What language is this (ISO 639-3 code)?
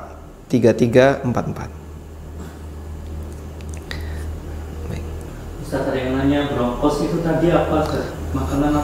ind